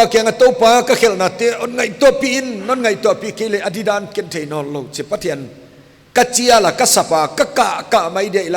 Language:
Paite Chin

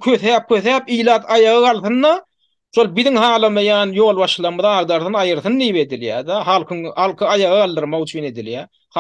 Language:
Turkmen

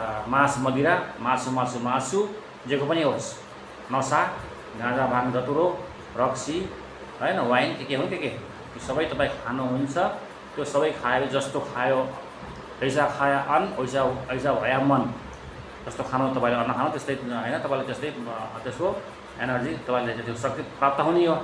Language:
Nepali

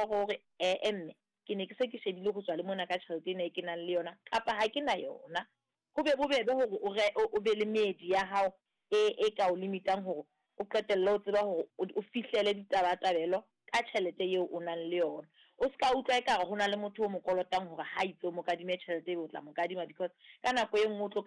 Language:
Southern Sotho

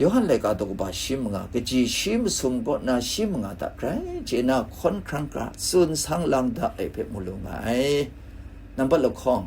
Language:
Kachin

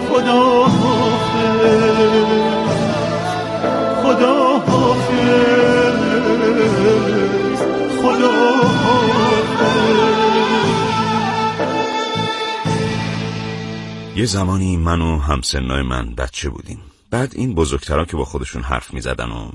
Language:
Persian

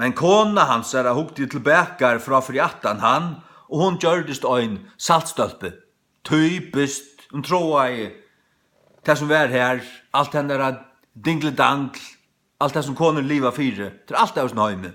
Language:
Faroese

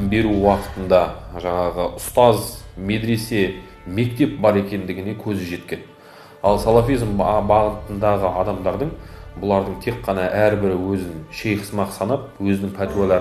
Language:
Kazakh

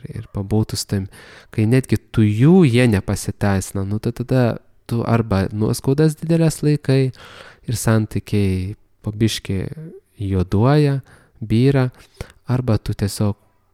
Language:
Lithuanian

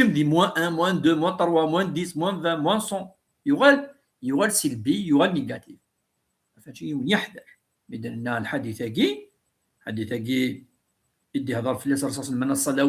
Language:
Kabyle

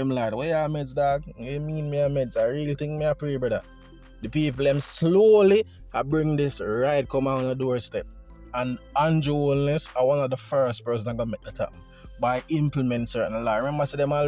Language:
Jamaican Creole English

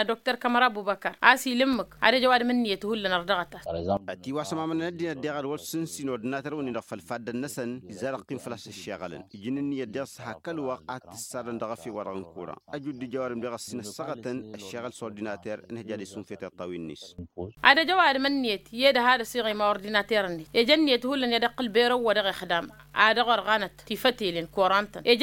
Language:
Tamasheq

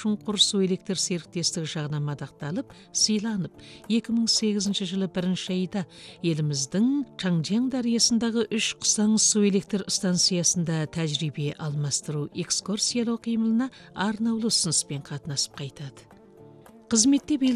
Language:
Kazakh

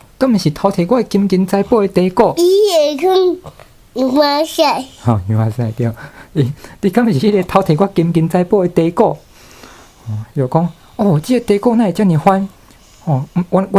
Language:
Min Nan Chinese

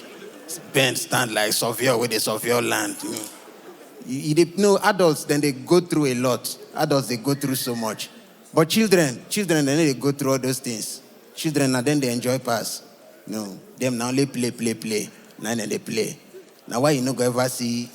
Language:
Nigerian Pidgin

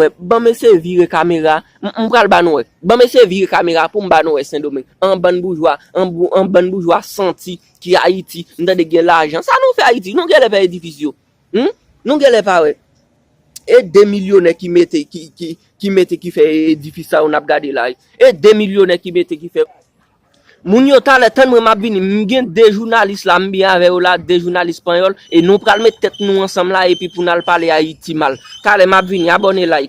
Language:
Haitian Creole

